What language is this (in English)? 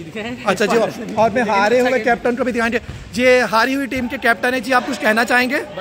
Hindi